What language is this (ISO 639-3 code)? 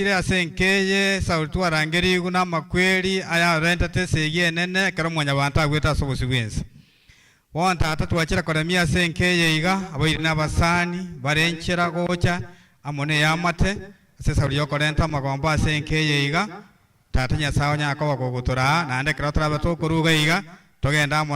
guz